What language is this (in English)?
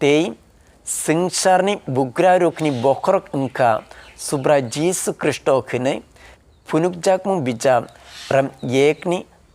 Kok Borok